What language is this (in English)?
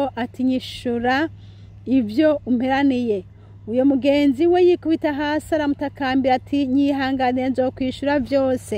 Rundi